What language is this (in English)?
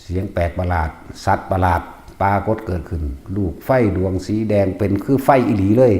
Northeastern Thai